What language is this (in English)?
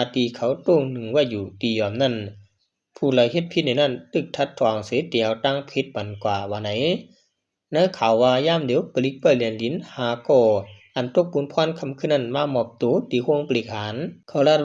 Shan